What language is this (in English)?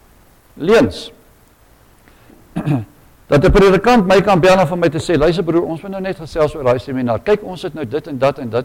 Afrikaans